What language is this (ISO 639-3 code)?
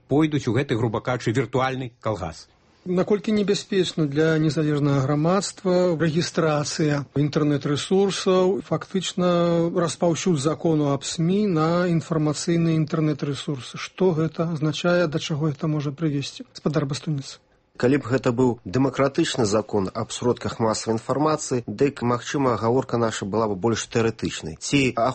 bel